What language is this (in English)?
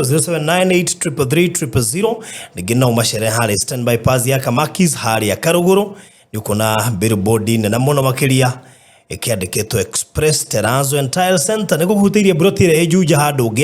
Kikuyu